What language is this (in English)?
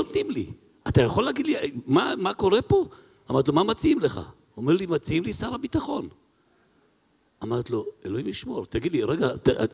Hebrew